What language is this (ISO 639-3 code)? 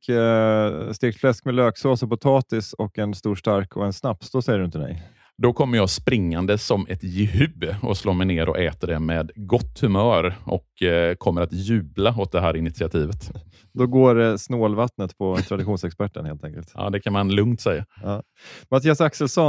swe